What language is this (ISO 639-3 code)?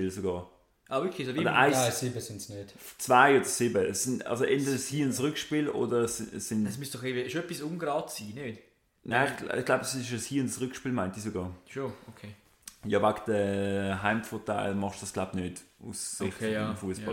deu